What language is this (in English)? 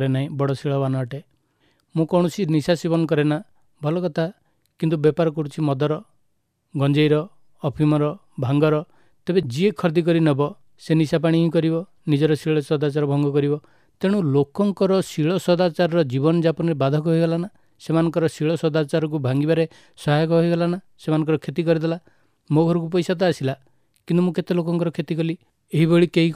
Odia